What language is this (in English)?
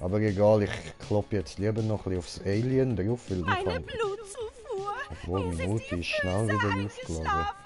Swiss German